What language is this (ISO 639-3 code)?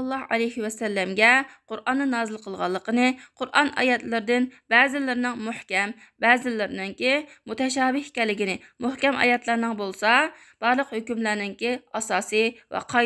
uig